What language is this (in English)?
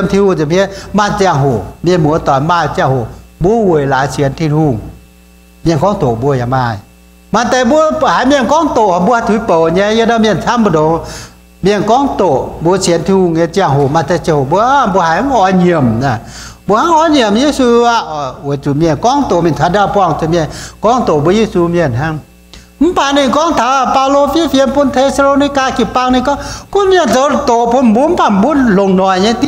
Iu Mien